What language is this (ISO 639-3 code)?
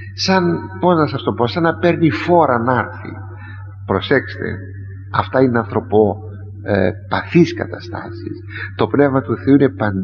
ell